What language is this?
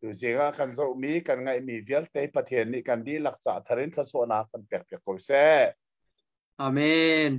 Hakha Chin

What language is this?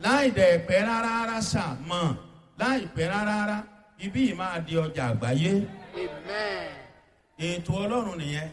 Yoruba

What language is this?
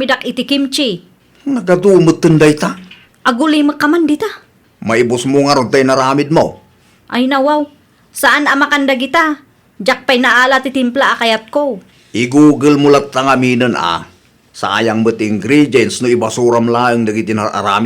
Iloko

